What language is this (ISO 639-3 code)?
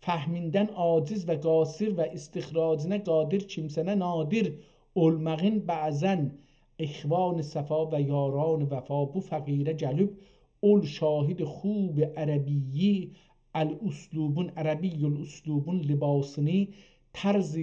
azb